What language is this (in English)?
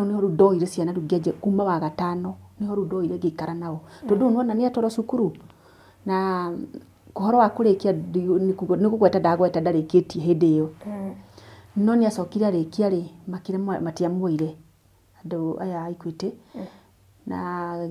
Kikuyu